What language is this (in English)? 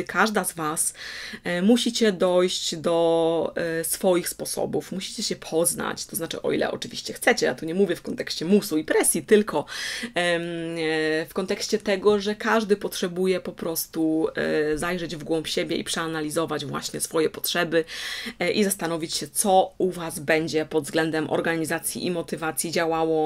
Polish